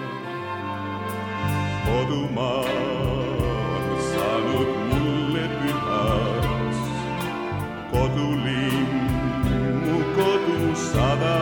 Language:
Estonian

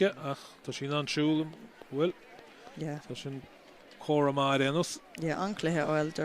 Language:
Irish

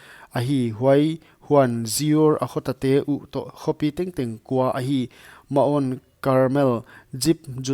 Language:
Paite Chin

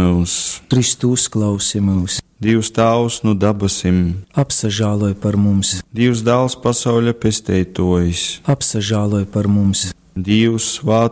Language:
Latgalian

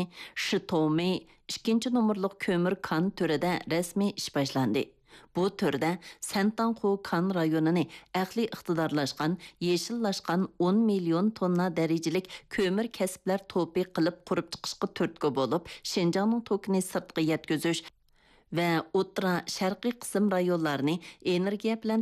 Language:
Uyghur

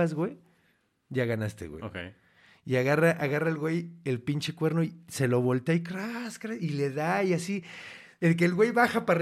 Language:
Spanish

